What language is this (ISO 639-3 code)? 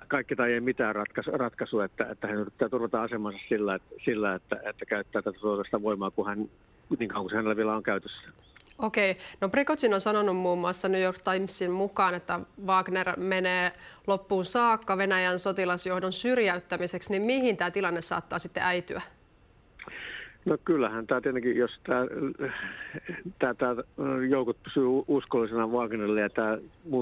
fin